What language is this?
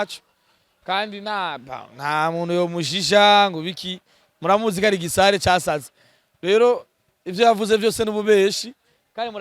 Rundi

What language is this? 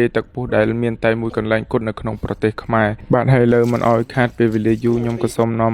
Khmer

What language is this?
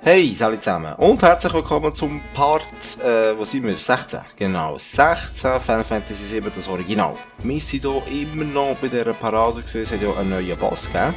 Swiss German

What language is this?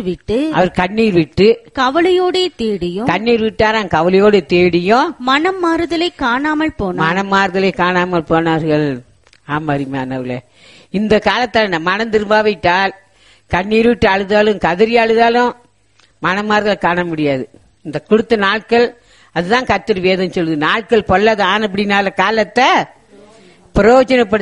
Tamil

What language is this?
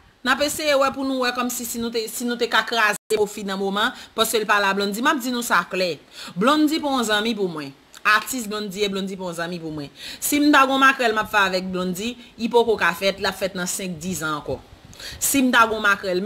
Haitian Creole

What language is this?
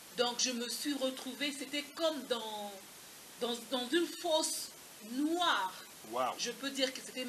French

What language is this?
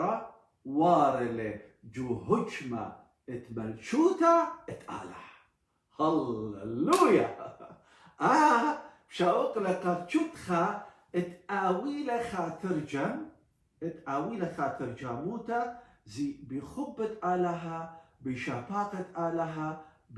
Assyrian Neo-Aramaic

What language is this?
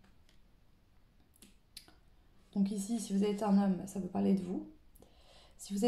French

